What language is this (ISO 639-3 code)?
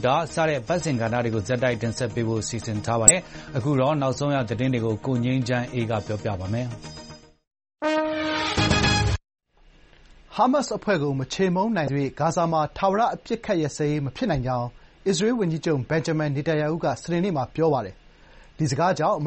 mya